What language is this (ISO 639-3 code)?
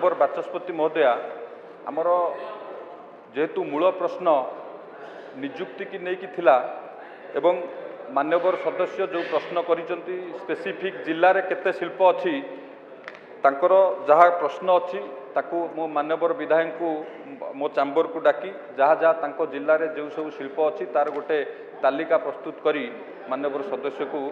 ori